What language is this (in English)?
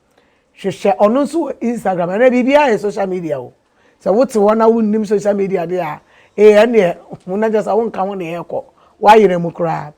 Akan